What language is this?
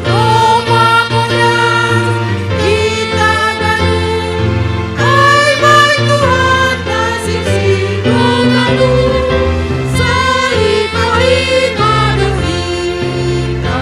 Batak Simalungun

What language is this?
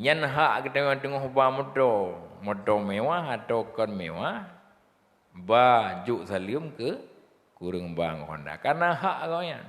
Achinese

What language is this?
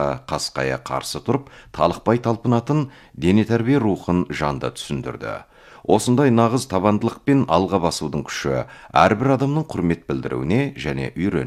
Kazakh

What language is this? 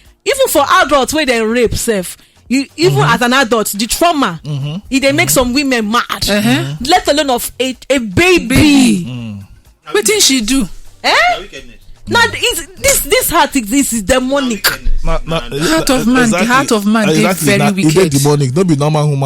Nigerian Pidgin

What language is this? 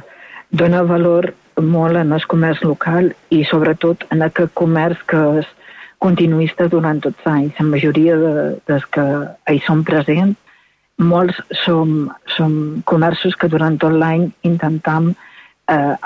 Catalan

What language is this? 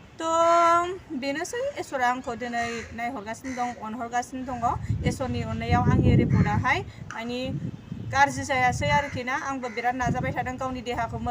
Bodo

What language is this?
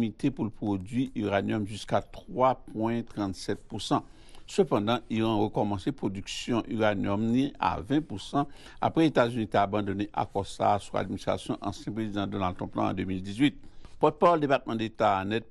Haitian Creole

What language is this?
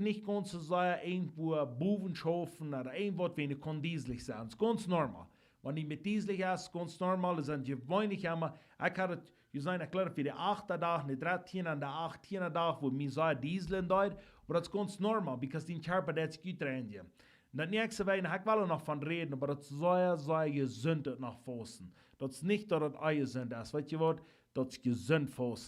Plautdietsch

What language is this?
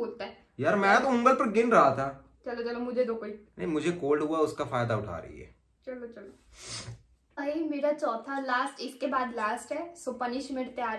Hindi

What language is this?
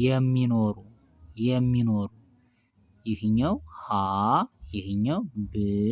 Amharic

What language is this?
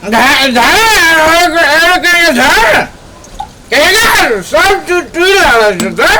Maithili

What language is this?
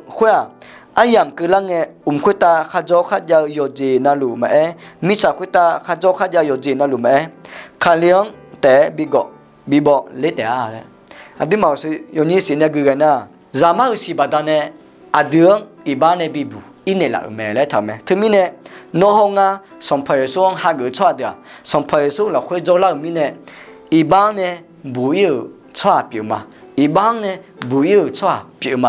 Akha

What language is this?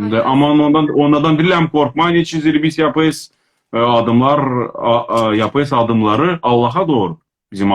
Crimean Tatar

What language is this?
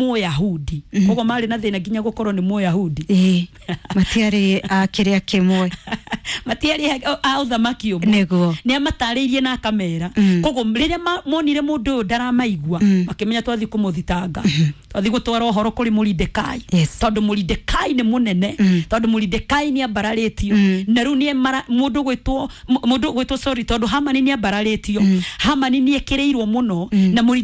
Kikuyu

